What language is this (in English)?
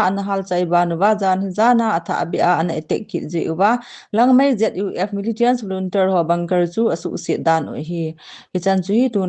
Thado Chin